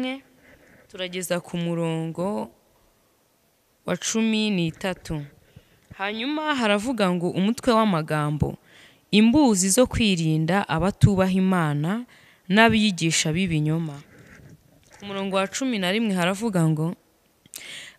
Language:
Kinyarwanda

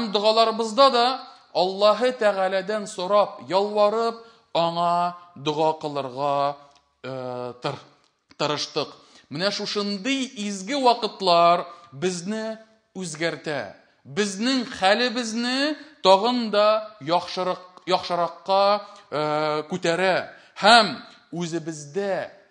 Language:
Tatar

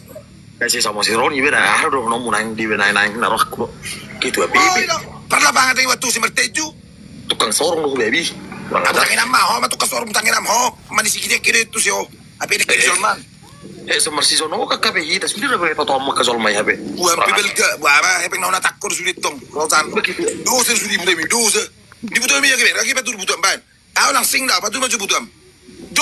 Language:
Batak Toba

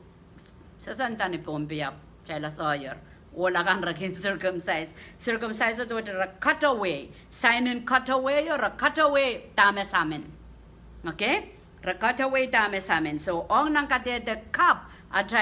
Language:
Pohnpeian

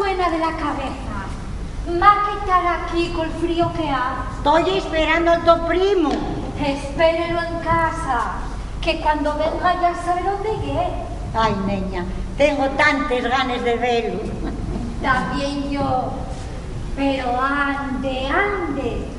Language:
Asturian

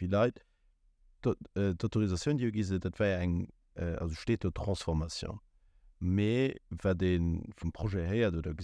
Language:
Luxembourgish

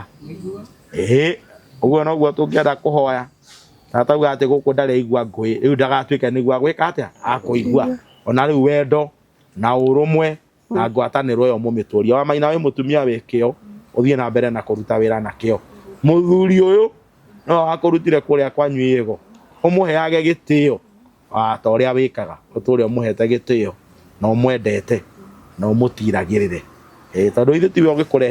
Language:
Kikuyu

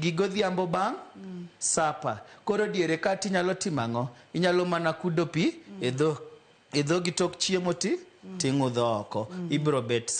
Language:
Luo (Kenya and Tanzania)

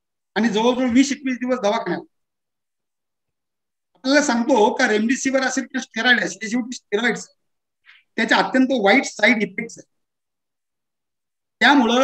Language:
Marathi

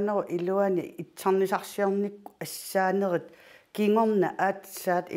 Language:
Kalaallisut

